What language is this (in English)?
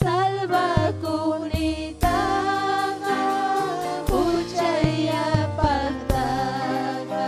Ayacucho Quechua